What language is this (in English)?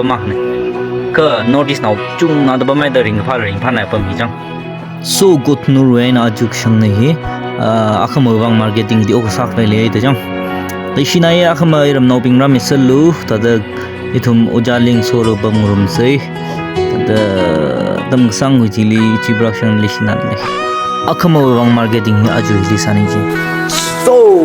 Tangkhul Naga (India)